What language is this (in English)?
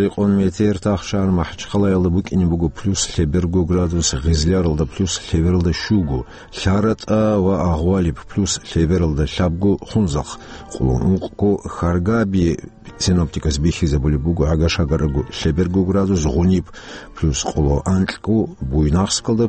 Avaric